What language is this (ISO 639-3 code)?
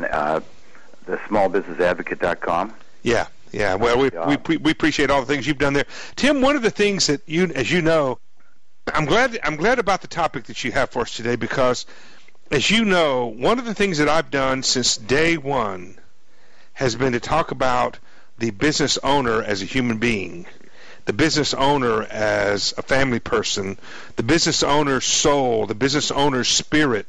eng